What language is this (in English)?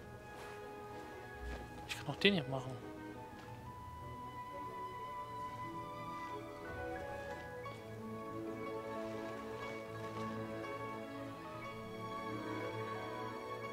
German